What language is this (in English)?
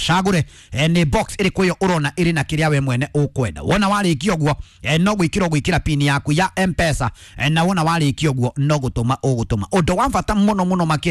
Kikuyu